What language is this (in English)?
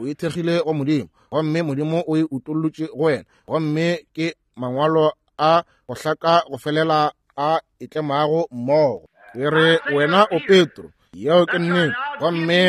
Northern Sotho